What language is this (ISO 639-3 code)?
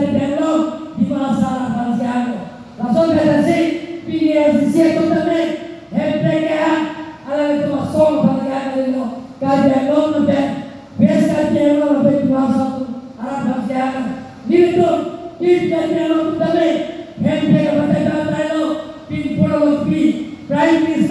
mjw